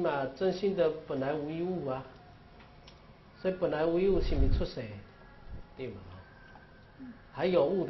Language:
Chinese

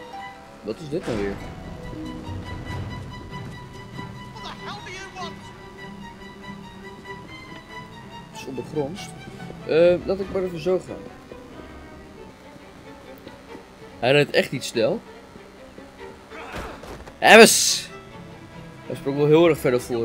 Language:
Dutch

